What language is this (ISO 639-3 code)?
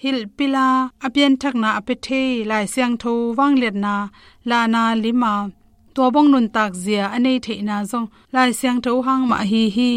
ctd